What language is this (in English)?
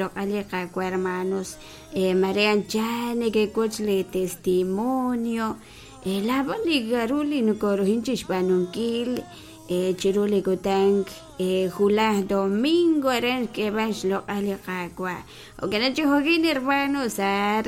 Kekchí